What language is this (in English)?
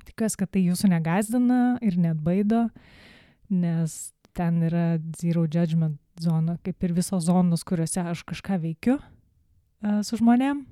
Lithuanian